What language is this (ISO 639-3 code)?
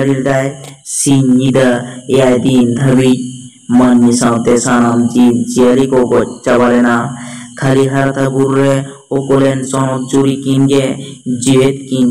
sat